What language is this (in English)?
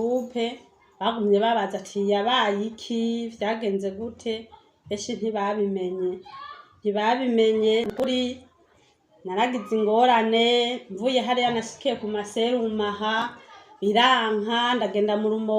Rundi